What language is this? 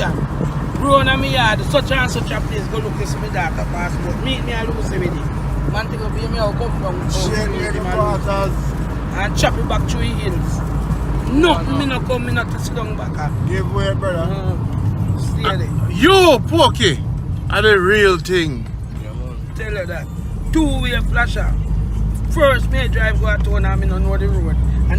Jamaican Creole English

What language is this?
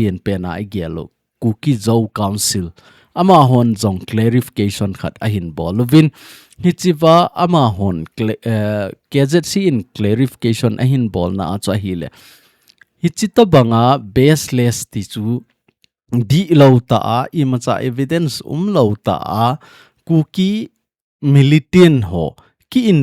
Thado Chin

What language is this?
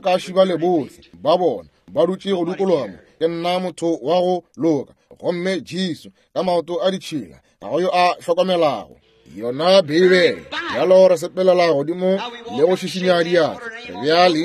Northern Sotho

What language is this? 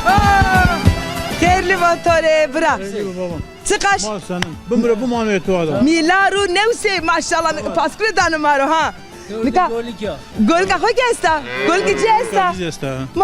Zaza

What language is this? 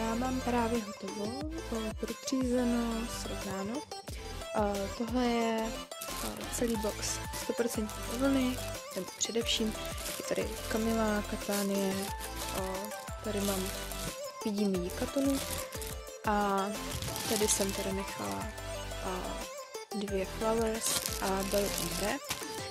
Czech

